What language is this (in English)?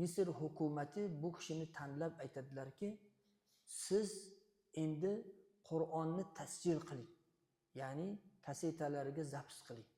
Uzbek